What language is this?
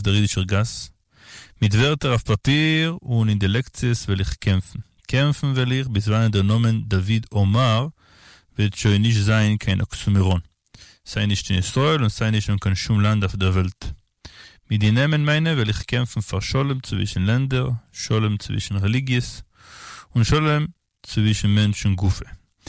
Yiddish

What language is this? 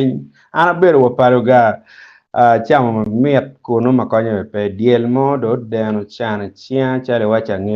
Acoli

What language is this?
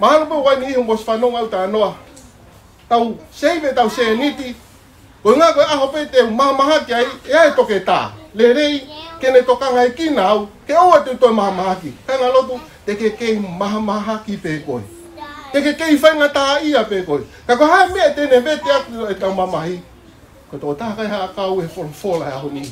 Tongan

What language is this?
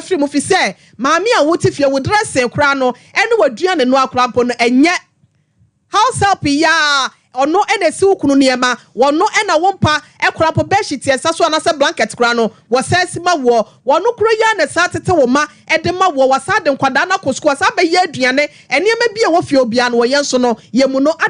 Akan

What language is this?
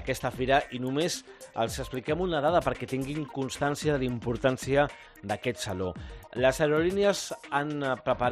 Catalan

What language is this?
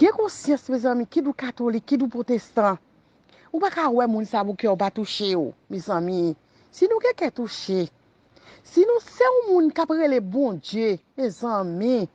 Haitian Creole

